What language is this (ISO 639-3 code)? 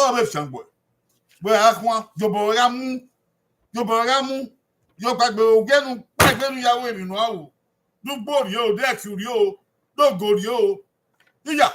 bin